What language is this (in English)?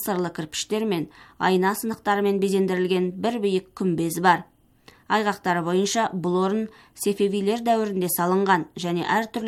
Kazakh